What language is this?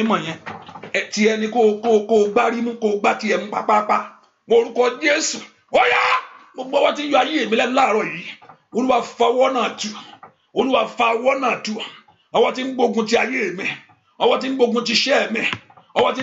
Yoruba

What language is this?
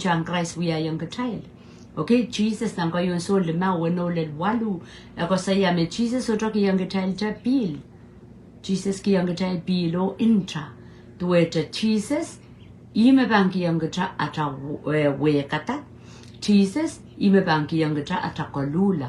Pohnpeian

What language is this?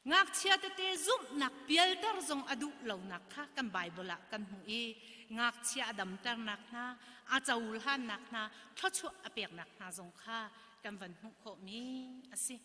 Hakha Chin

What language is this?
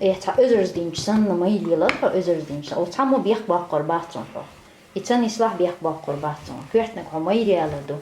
Chechen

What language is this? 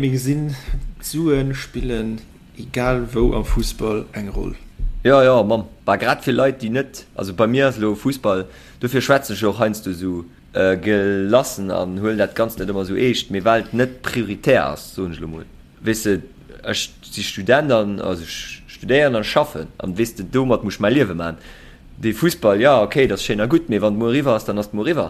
Luxembourgish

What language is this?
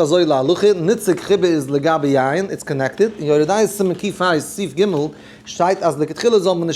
Yiddish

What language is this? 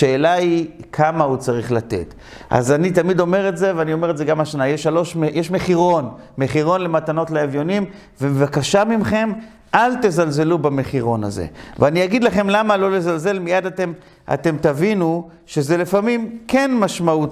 Hebrew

